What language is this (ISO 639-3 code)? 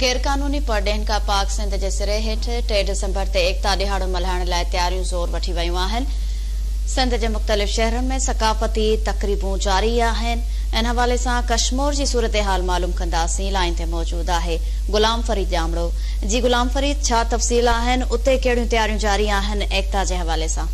snd